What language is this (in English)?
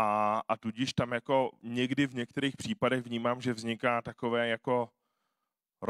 Czech